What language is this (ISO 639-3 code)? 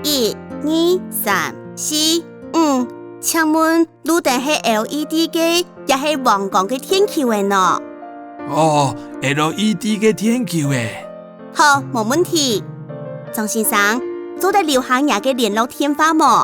hak